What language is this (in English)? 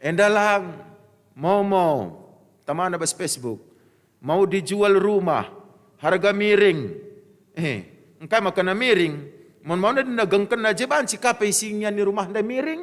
Batak Karo